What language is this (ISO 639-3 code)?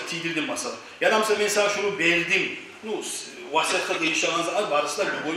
kum